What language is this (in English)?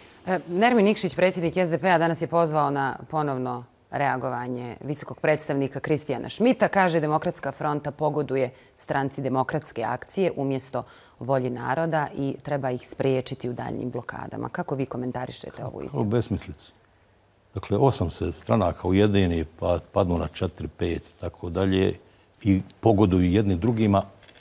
Bosnian